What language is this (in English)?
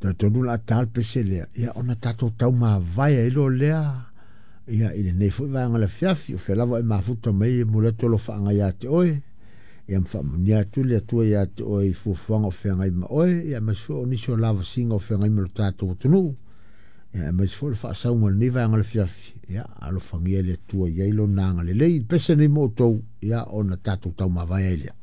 Samoan